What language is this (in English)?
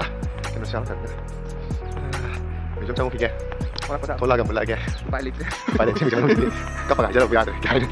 Manipuri